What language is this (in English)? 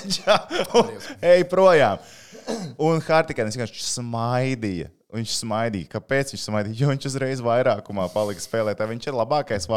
Latvian